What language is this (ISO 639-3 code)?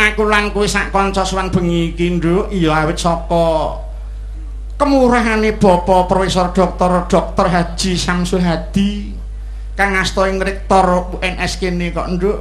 jav